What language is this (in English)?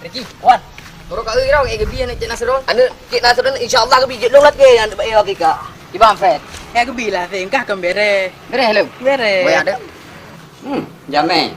Achinese